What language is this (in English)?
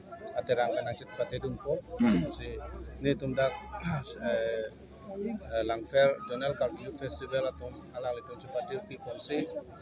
Karbi